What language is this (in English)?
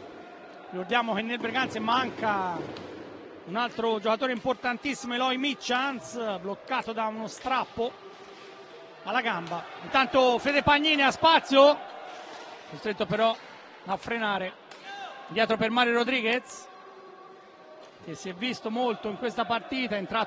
Italian